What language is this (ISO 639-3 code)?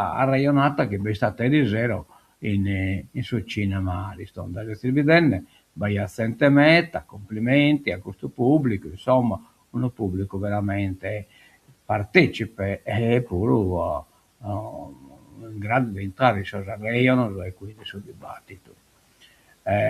srd